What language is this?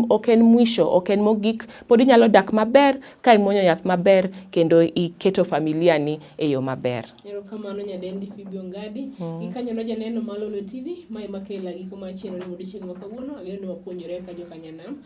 Luo (Kenya and Tanzania)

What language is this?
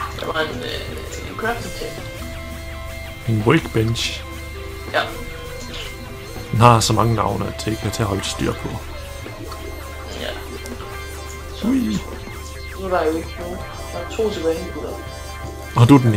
Danish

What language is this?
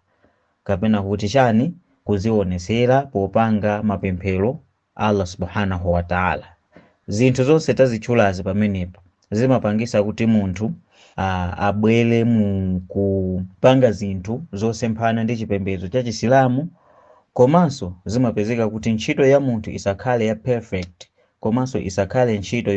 Nyanja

